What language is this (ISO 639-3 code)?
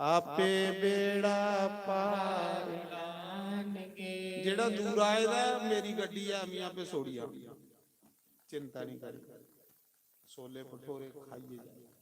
doi